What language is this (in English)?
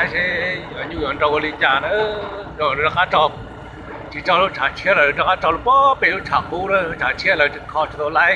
Hmong